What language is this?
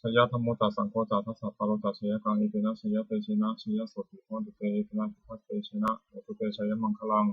Pali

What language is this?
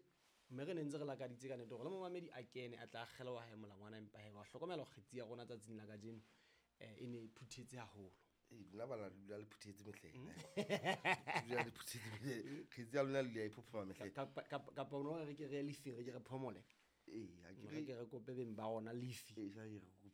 Southern Sotho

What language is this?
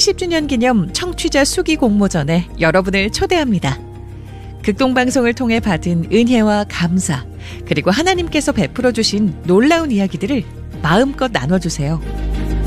Korean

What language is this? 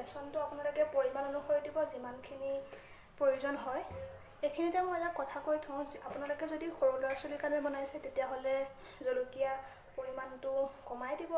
Assamese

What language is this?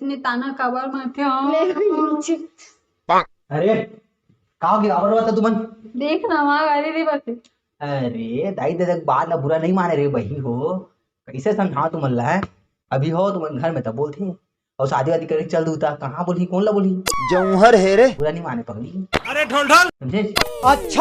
Chhattisgarhi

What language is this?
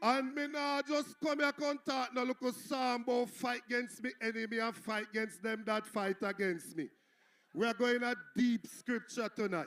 Jamaican Creole English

